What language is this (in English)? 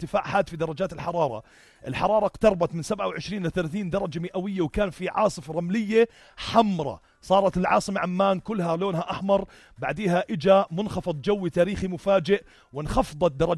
North Levantine Arabic